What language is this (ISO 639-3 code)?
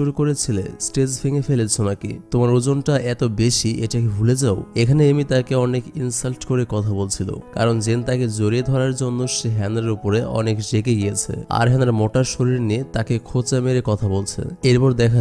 ben